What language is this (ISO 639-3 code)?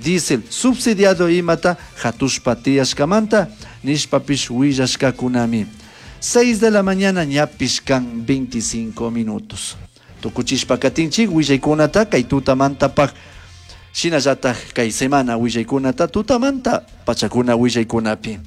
qug